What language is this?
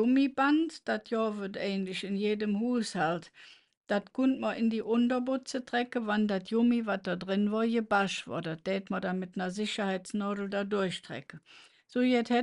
Colognian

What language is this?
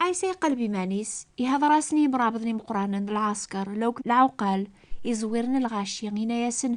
Kabyle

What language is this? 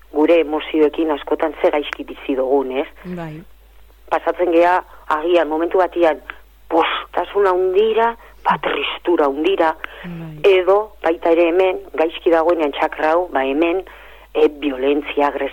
Basque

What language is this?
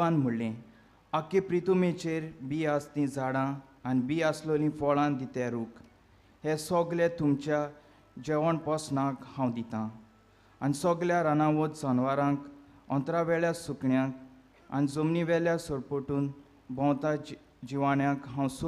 Konkani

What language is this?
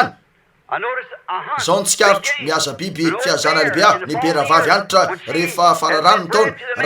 Malagasy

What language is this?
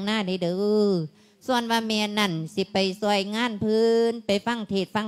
Lao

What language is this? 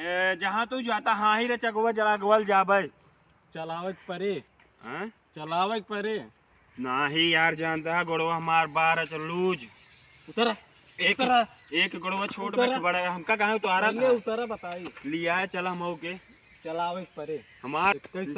Awadhi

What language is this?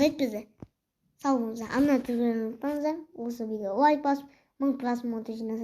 Kazakh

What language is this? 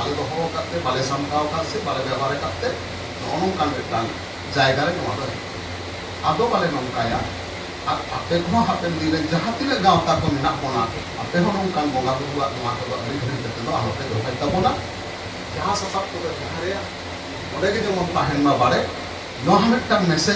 Santali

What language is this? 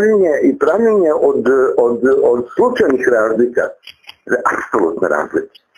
Serbian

